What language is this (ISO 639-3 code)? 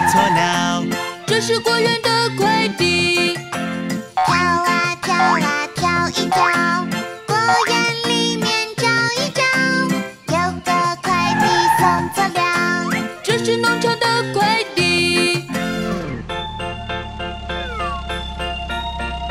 zho